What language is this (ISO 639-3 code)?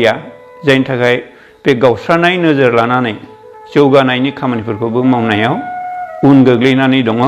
brx